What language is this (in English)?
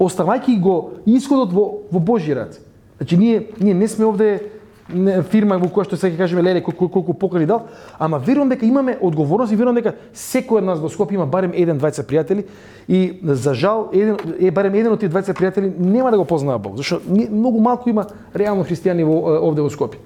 Macedonian